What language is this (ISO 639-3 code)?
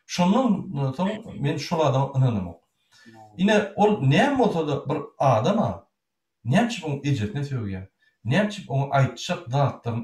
tuk